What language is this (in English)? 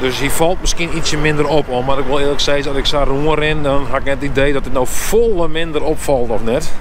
Western Frisian